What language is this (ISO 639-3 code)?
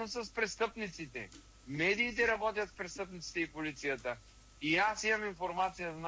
bul